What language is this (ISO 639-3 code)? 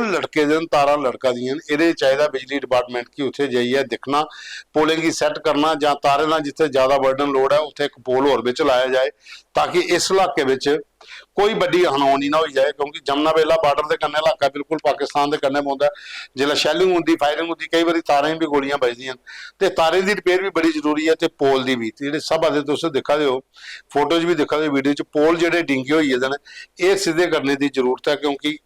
doi